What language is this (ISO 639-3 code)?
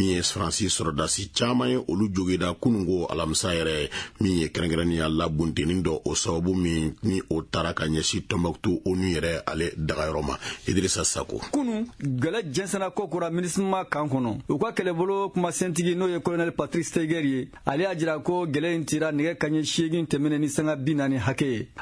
bam